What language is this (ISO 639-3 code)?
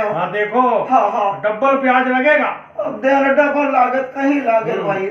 hne